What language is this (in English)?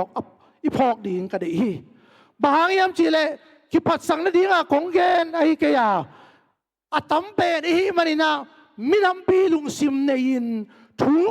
Tedim Chin